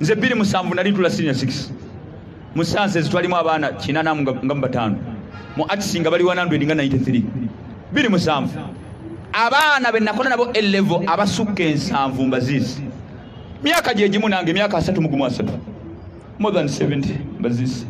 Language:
Ganda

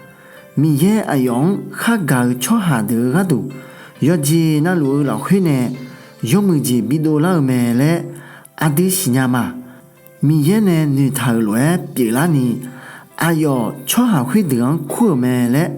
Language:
Akha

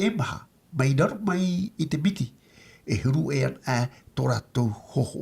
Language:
Tahitian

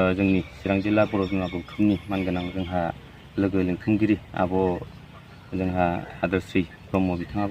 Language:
Bodo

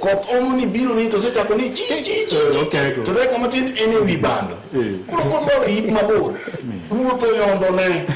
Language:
Luo (Kenya and Tanzania)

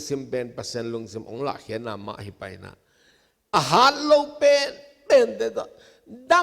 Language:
Tedim Chin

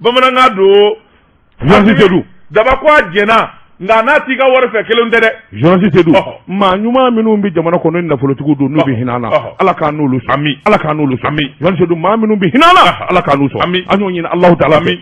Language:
Bambara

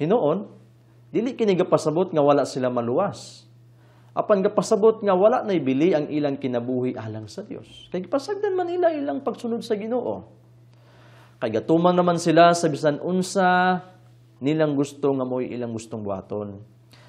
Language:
Cebuano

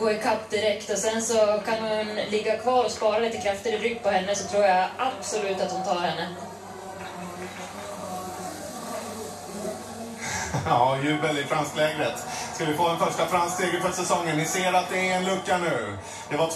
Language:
Swedish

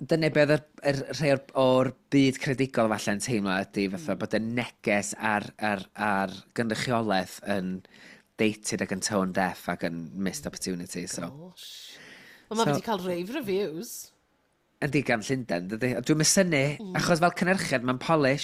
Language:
Welsh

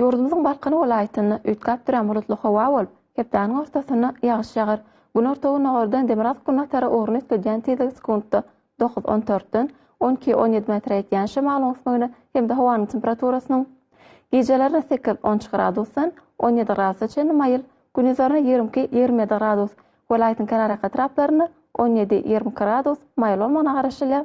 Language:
Turkmen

